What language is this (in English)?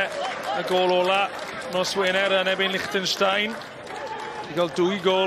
Welsh